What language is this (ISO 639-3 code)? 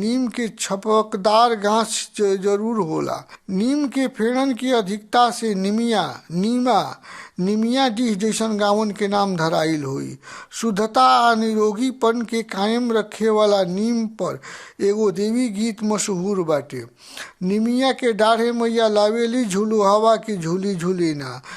bho